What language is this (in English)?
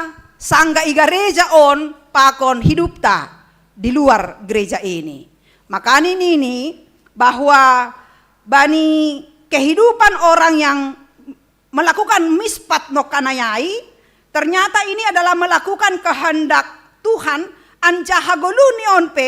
Batak Simalungun